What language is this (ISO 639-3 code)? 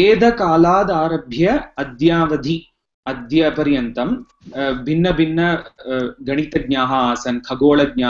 san